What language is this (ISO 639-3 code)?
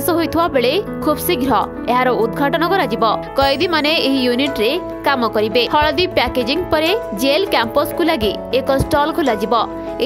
ori